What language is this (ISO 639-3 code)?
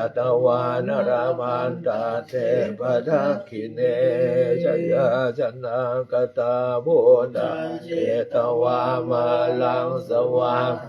pli